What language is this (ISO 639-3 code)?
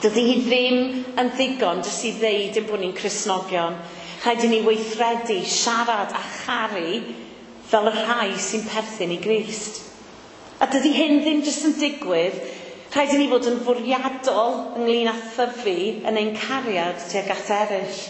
cym